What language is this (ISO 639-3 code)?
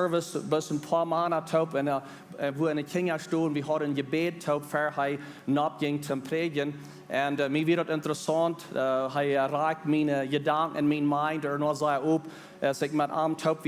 pdt